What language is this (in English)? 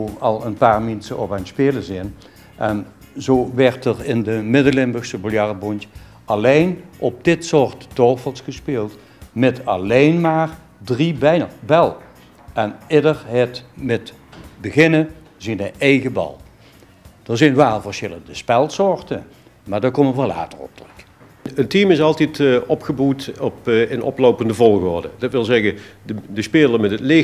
Limburgish